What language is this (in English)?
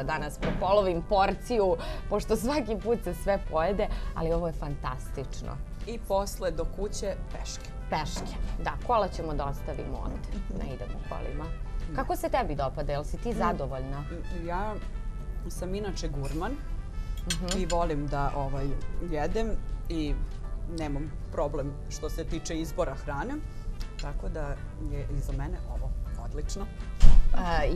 Serbian